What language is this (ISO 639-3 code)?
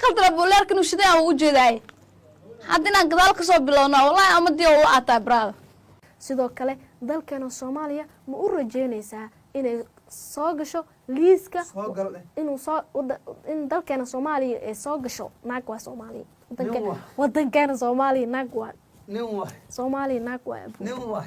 som